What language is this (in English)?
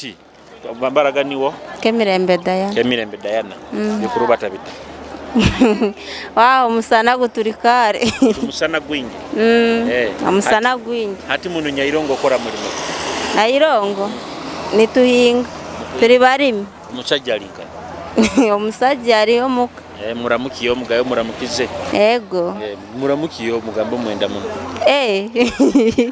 Nyoro